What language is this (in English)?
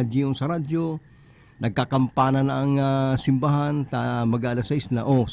Bikol